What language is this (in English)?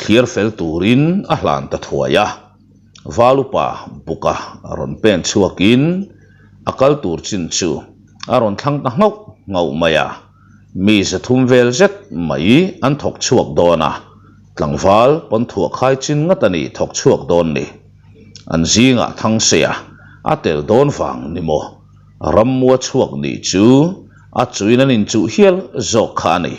Mizo